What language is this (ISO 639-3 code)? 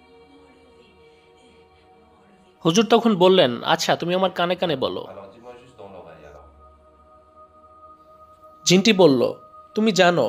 ben